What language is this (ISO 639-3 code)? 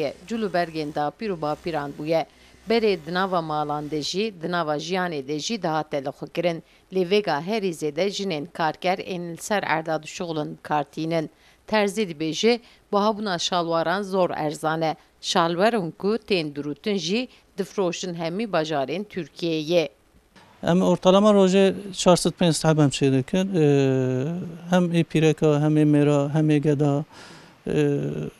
kur